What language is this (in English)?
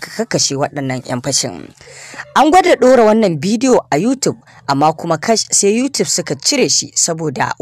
Hausa